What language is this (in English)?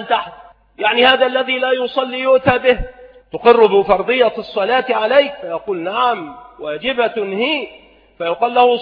Arabic